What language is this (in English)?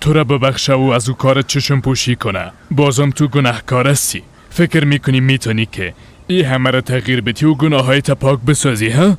Persian